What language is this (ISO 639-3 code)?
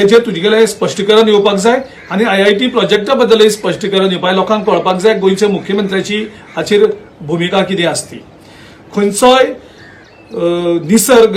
kok